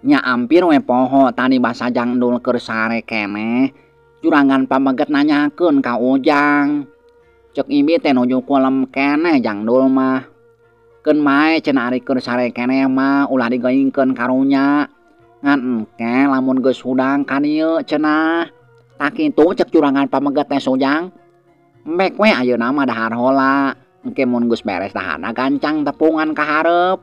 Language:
Sundanese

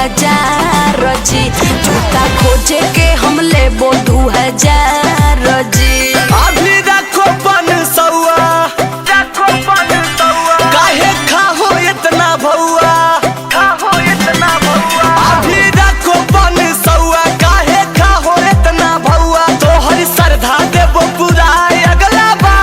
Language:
Magahi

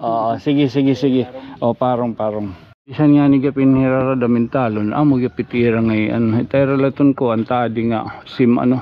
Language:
Waray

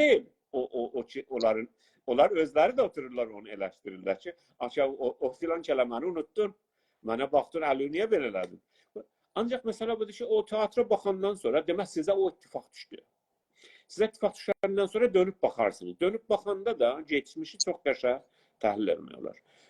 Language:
South Azerbaijani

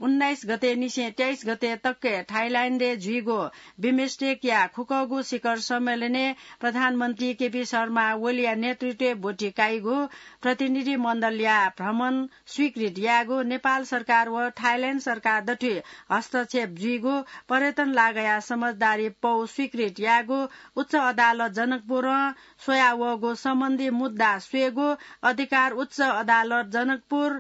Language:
Newari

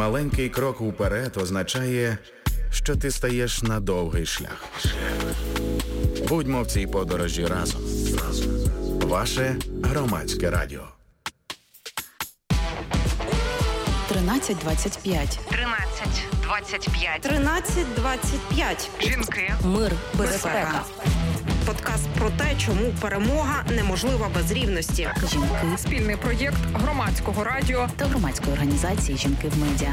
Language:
Ukrainian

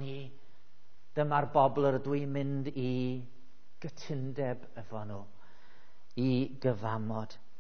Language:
Welsh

